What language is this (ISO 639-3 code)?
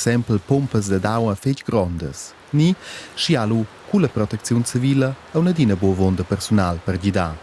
roh